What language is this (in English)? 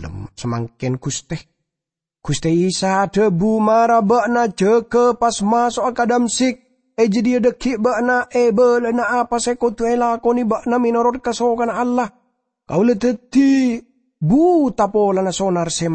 Madurese